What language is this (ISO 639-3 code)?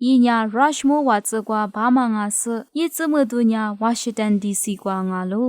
lis